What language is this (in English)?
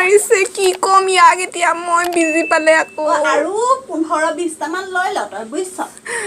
Assamese